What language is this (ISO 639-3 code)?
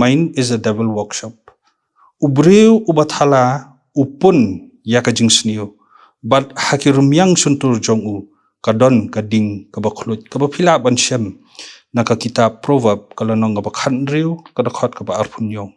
kha